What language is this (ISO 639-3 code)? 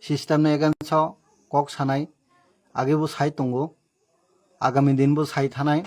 trp